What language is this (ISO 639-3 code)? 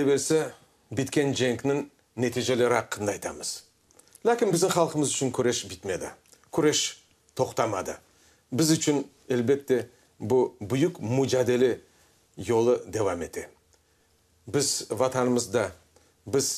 crh